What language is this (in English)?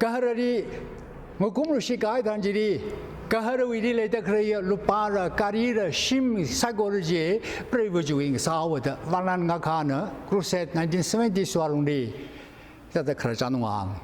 Tangkhul Naga (India)